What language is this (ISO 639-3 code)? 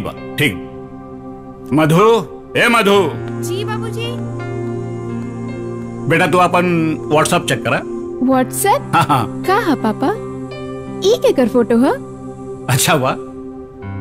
bho